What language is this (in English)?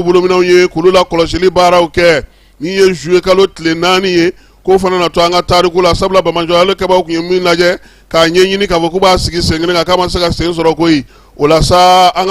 Bambara